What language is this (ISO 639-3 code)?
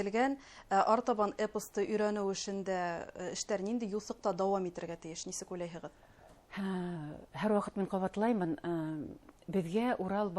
bak